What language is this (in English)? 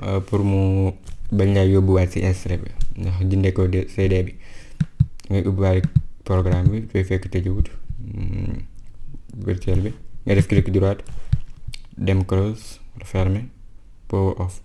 Wolof